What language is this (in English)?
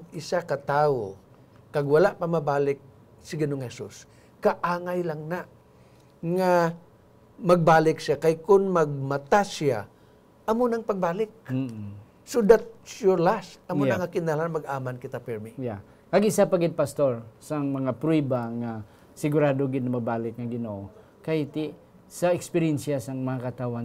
Hiligaynon